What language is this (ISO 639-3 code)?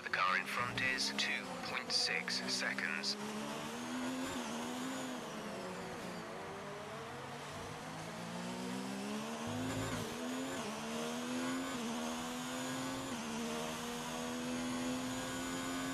eng